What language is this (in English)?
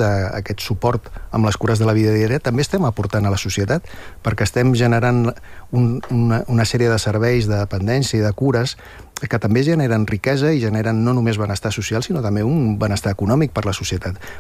Catalan